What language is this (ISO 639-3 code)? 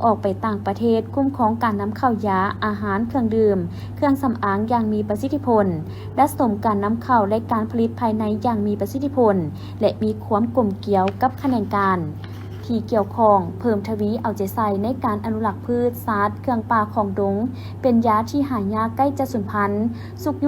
lao